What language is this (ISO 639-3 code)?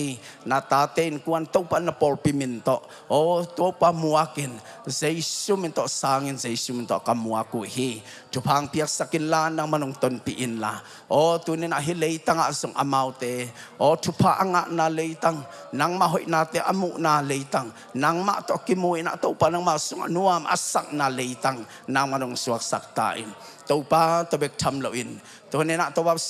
ctd